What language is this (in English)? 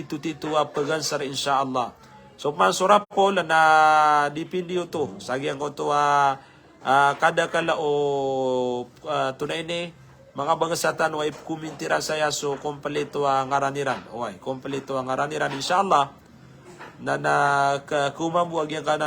Maranao